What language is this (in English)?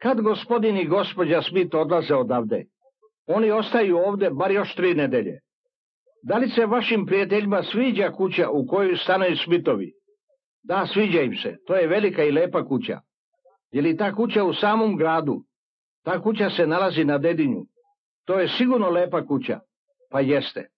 Serbian